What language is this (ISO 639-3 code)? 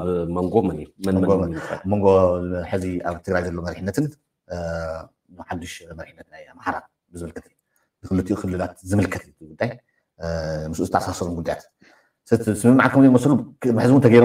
tir